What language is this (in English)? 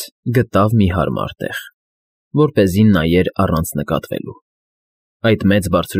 Armenian